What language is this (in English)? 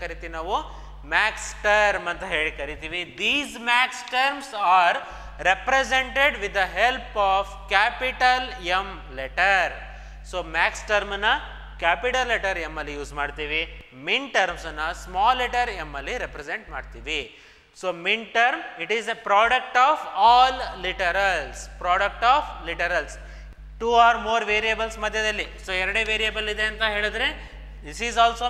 Kannada